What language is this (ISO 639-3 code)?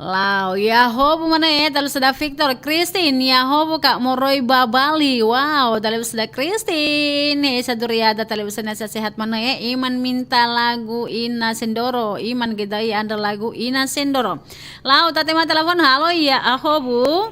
nia